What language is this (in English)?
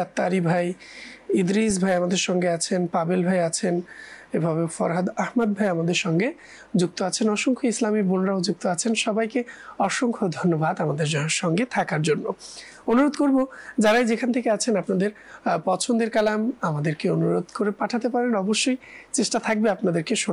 Bangla